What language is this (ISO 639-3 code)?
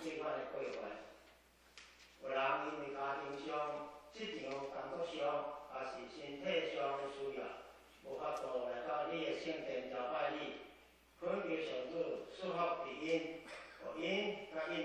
nan